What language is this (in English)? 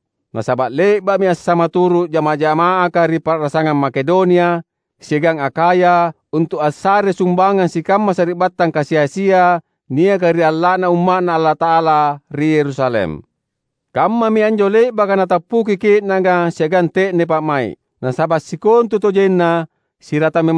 Makasar